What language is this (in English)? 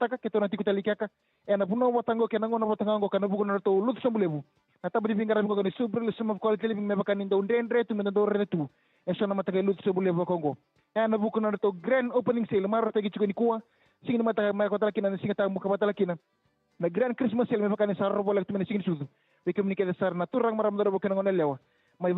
Fijian